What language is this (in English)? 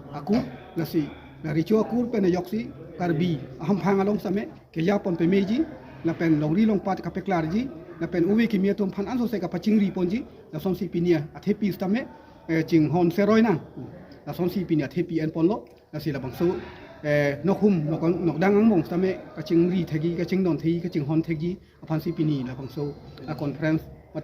Karbi